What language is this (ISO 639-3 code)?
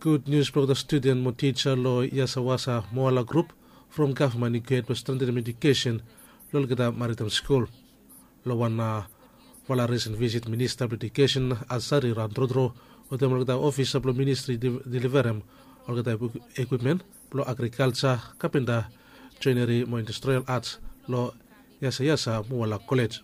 bis